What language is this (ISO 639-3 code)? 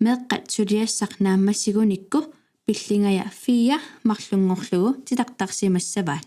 kal